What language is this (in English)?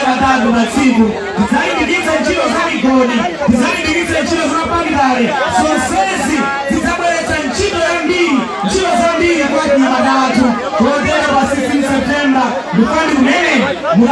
Nyanja